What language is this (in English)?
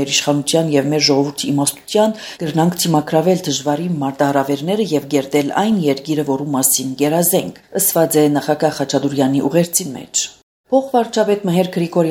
Armenian